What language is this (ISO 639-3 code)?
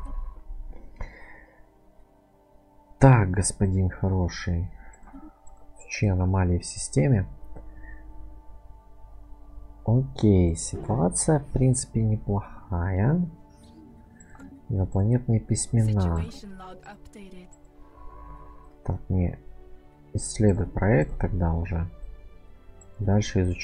rus